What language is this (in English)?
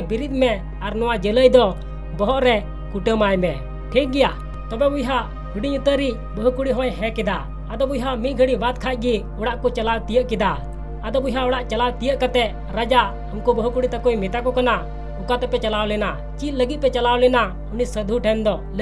Santali